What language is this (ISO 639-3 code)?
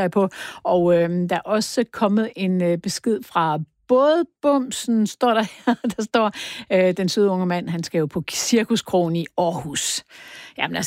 dan